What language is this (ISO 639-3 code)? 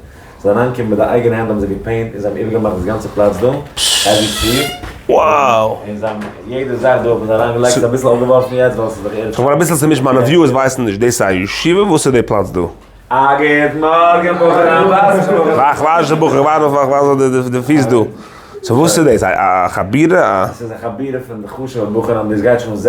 yid